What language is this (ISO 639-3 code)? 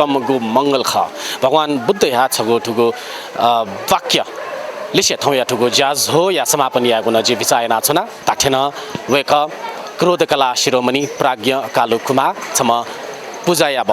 new